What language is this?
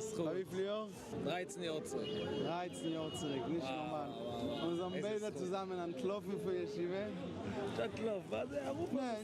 Yiddish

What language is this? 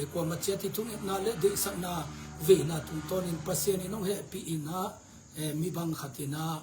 Tedim Chin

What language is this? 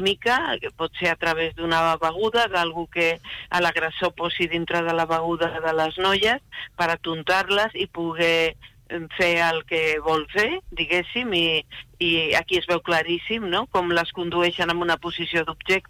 Catalan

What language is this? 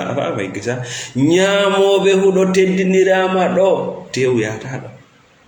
Fula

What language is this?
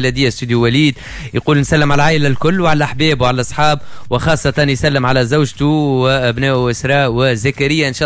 Tunisian Arabic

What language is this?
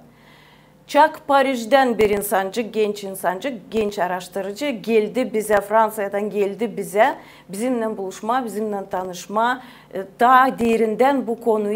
Gagauz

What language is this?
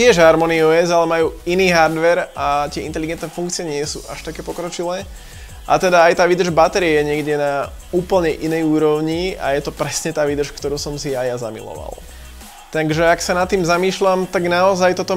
Slovak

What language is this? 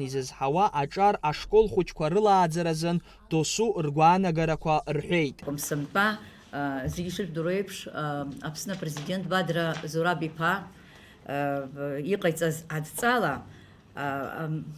Abkhazian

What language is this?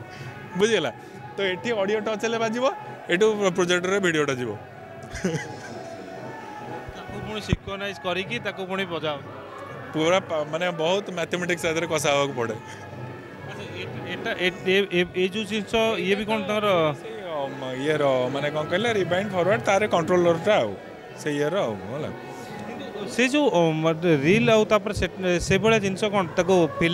Odia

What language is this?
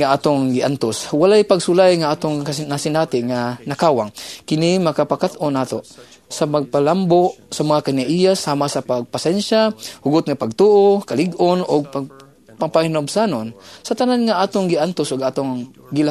Cebuano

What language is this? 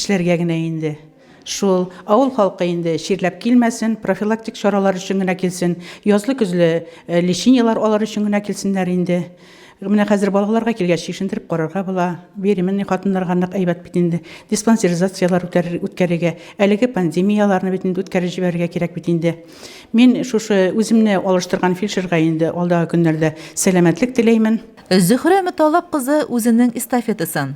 Tatar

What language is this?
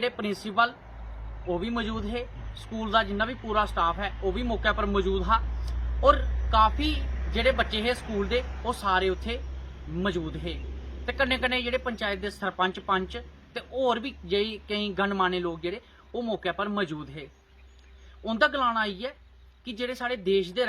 Dogri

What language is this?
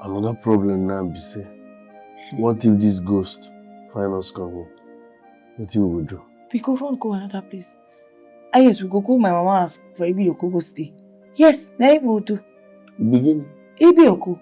Nigerian Pidgin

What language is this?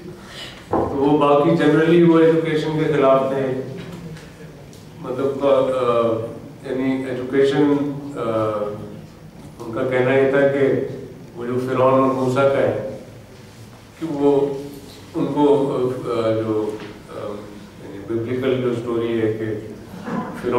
Urdu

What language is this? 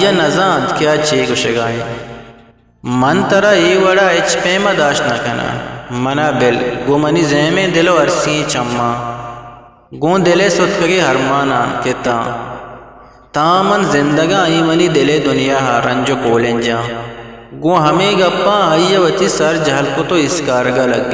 Eastern Balochi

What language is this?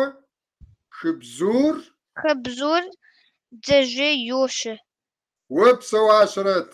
Kabardian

